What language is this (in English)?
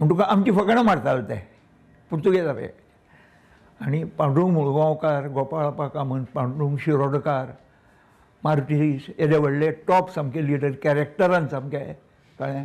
Konkani